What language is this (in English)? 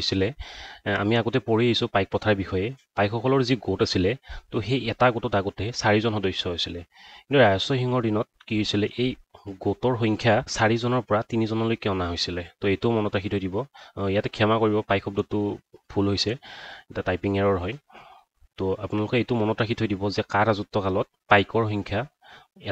Assamese